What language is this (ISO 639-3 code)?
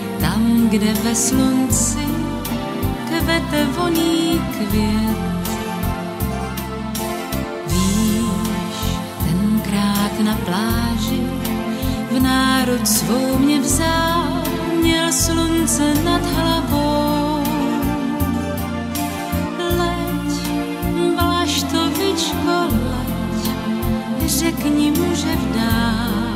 ces